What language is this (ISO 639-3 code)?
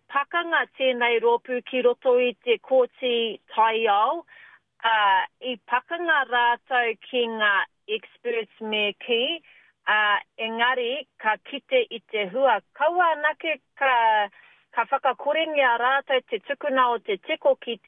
mri